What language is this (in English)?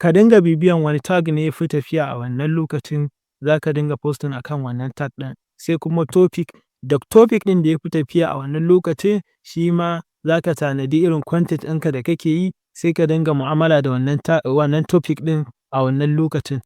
Hausa